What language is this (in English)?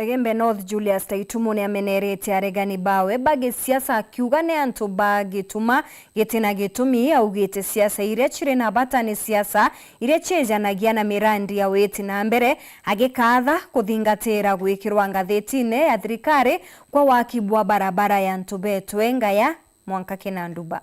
Meru